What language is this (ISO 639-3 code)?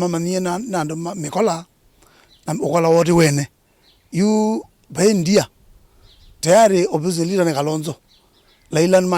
kam